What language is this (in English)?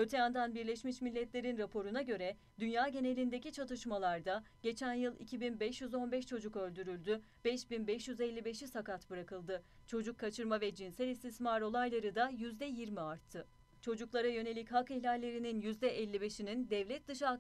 Turkish